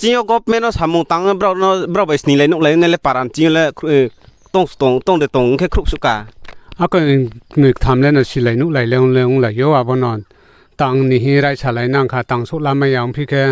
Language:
Riang (India)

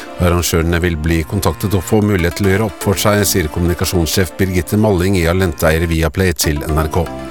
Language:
Norwegian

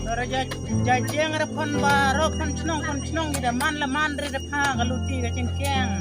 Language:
Khasi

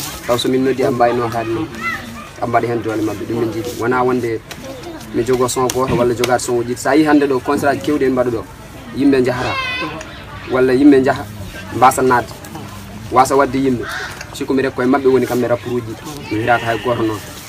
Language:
Pular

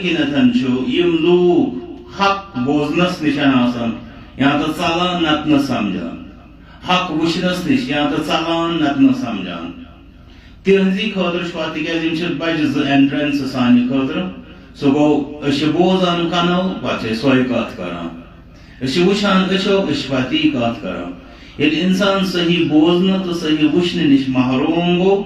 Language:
Kashmiri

